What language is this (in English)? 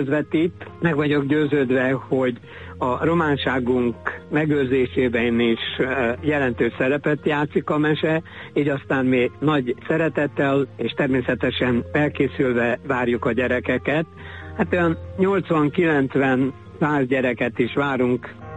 Hungarian